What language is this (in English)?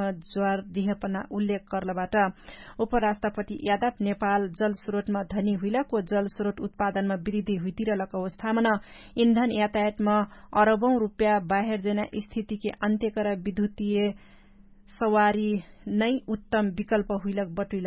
Dangaura Tharu